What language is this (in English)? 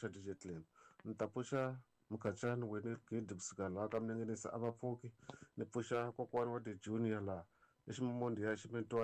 Tsonga